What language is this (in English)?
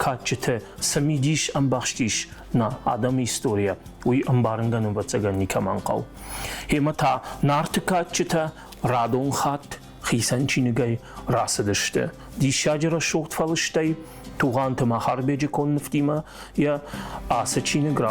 Ossetic